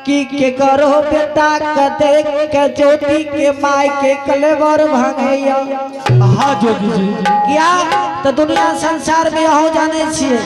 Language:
Angika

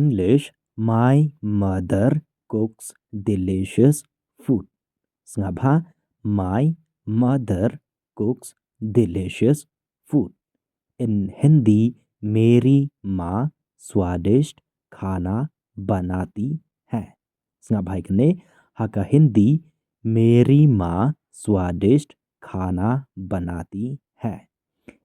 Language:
Khasi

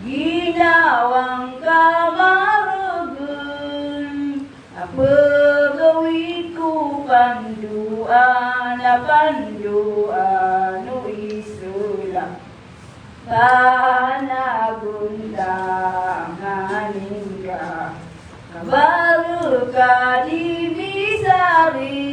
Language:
Maranao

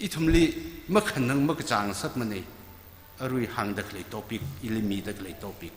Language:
Tangkhul Naga (India)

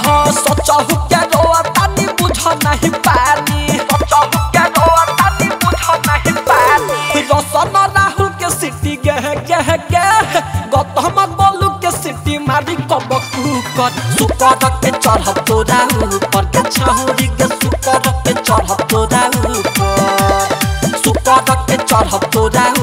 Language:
Bhojpuri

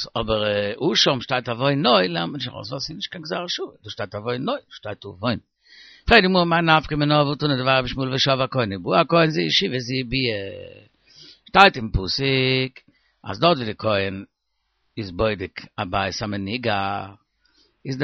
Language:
Yiddish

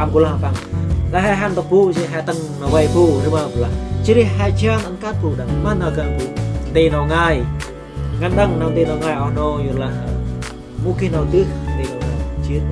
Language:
Central Mnong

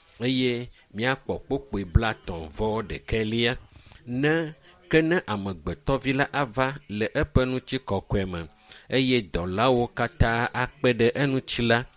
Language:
Ewe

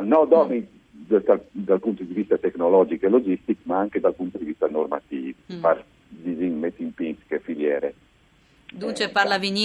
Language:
Friulian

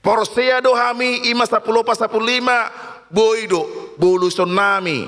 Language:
Batak Toba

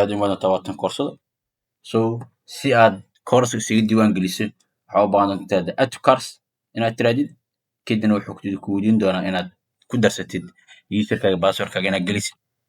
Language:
Somali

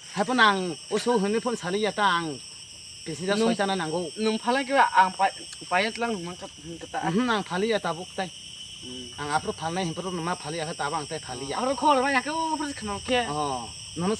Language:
Kok Borok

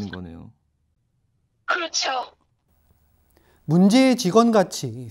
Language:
Korean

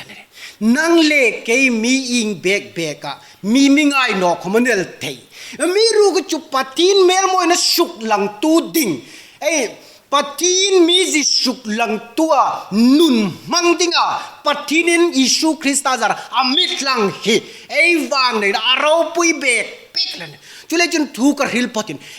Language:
Hmar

